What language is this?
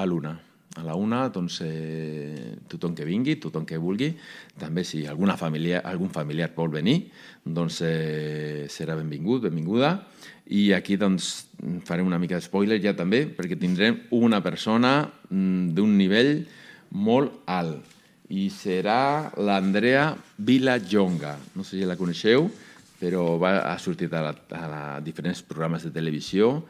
Catalan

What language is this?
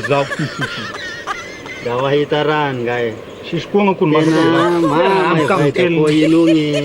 Malagasy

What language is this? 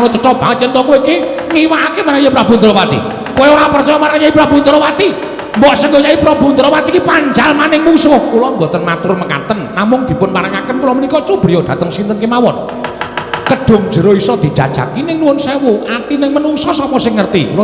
Javanese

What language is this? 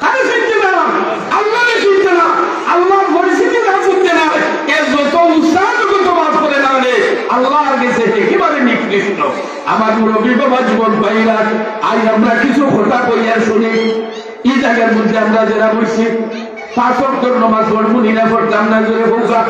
Sylheti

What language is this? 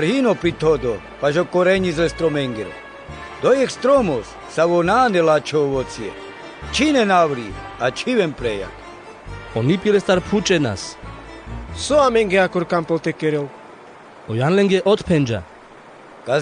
Carpathian Romani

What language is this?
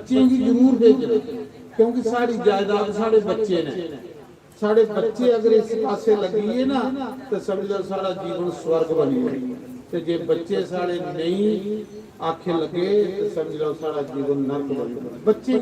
Dogri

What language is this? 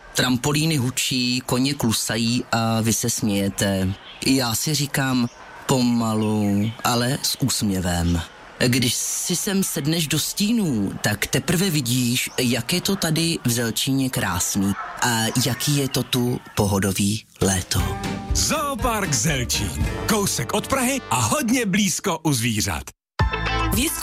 Czech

